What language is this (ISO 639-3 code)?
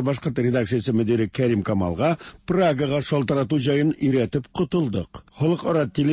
tat